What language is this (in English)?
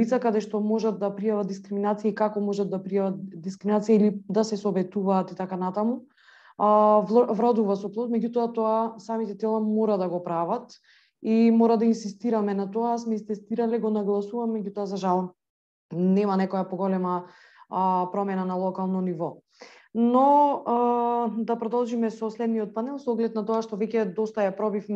Macedonian